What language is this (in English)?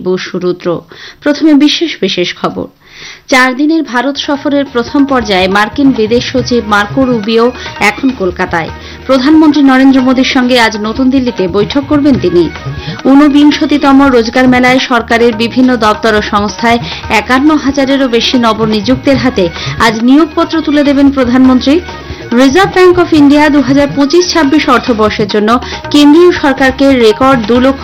Bangla